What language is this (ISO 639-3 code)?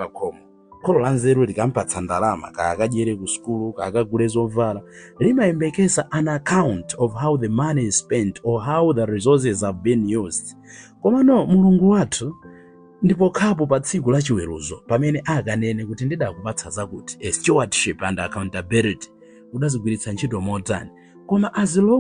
nya